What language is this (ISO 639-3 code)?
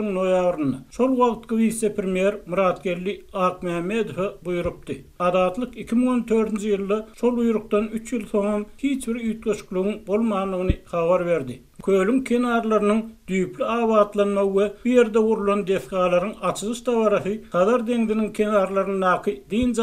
tuk